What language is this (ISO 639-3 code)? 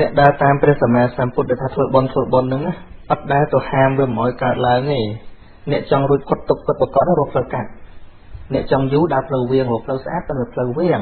khm